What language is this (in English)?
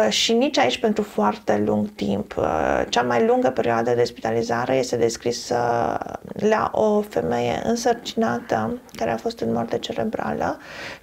Romanian